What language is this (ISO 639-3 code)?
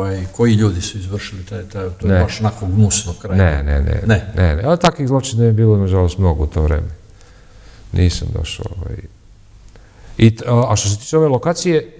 srp